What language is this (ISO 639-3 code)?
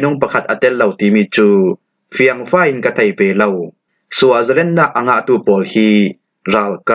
cfm